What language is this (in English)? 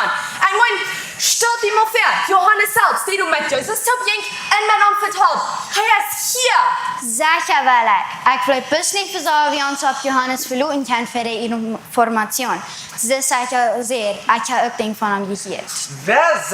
Plautdietsch